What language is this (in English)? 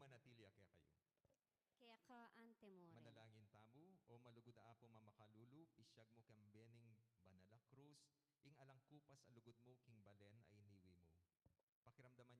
Pampanga